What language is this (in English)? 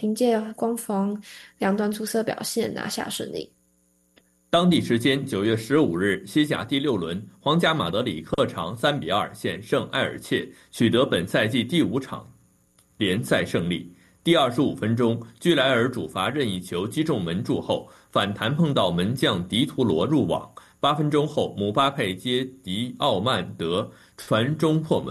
Chinese